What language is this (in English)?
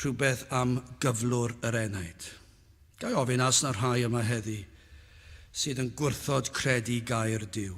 Welsh